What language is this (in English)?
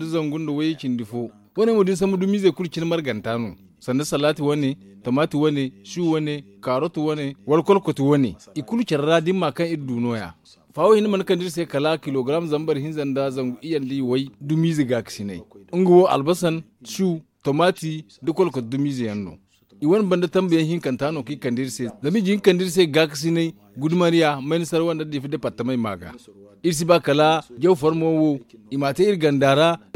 Zarma